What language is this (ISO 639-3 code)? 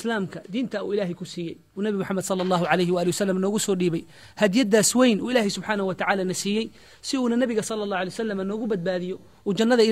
som